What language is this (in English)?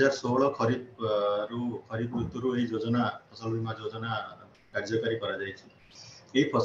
Odia